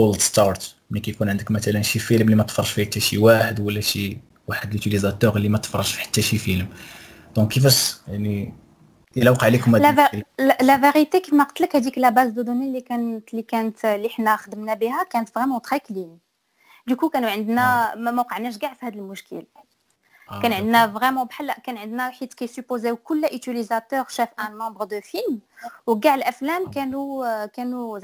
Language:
Moroccan Arabic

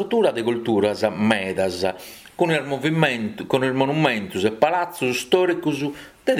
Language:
Sardinian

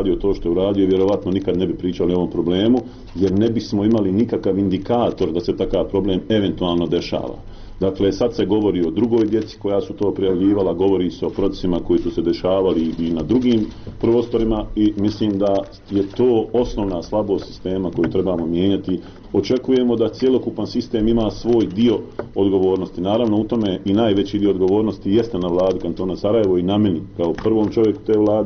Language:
Bosnian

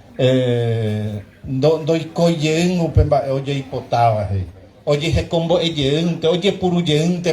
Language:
Guarani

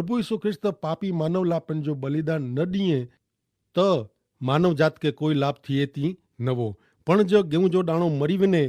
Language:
Kachhi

